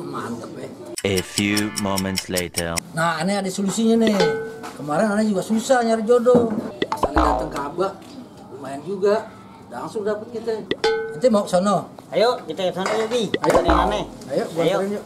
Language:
Betawi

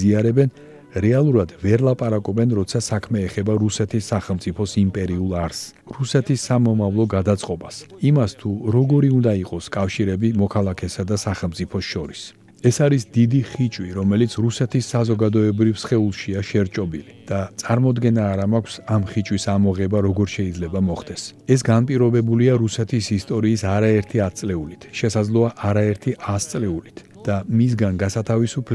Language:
Georgian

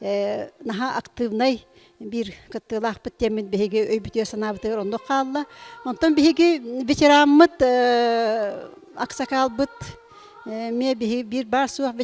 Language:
Yakut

